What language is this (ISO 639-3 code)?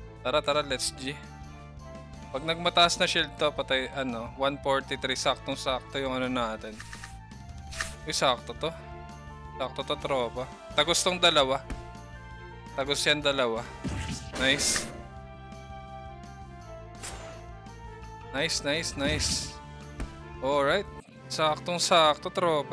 fil